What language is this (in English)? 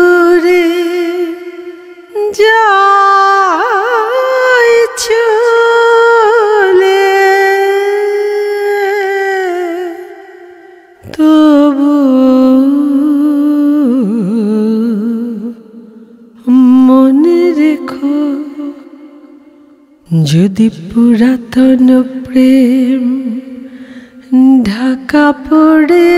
Bangla